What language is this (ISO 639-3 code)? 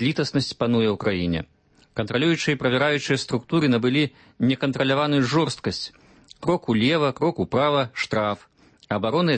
bel